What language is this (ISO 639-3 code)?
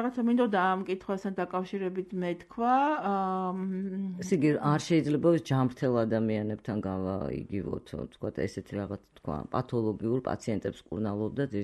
kat